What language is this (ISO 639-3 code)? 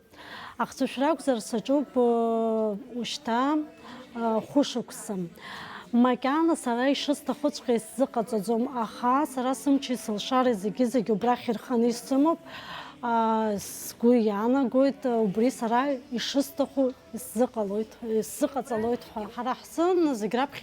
abk